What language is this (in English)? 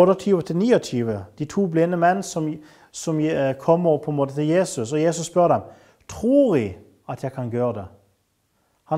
Norwegian